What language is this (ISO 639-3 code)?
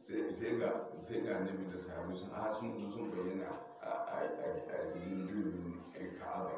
hau